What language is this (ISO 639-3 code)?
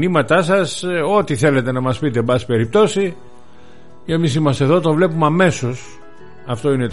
ell